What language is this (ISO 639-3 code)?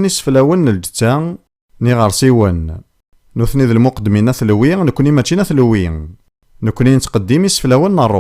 kab